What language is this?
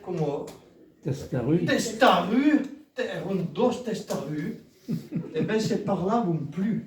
Occitan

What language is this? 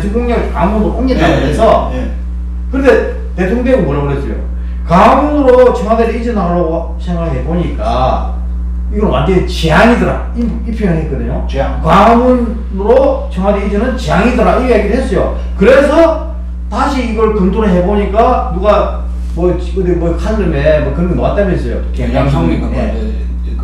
Korean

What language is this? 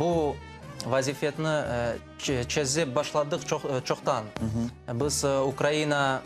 Crimean Tatar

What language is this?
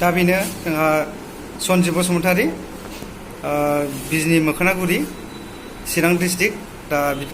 Bodo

